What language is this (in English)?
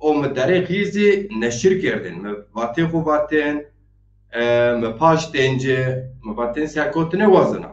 Zaza